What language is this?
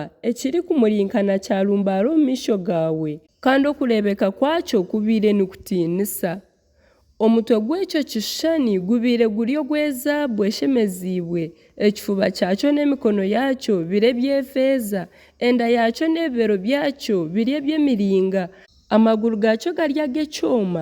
Nyankole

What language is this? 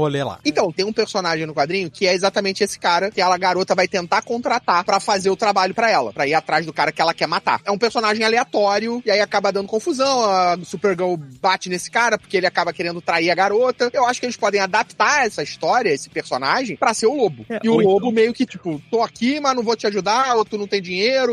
Portuguese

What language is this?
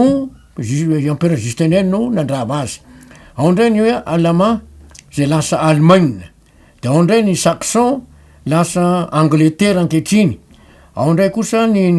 Malagasy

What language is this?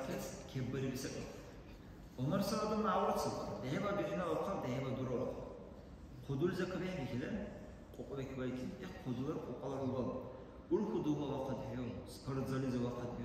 Dargwa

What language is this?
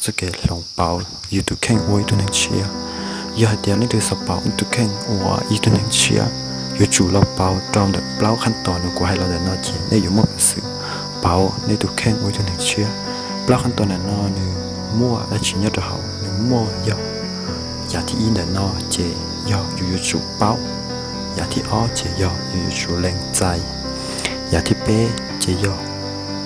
Hmong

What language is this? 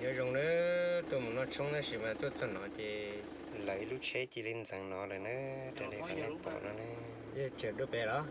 Hmong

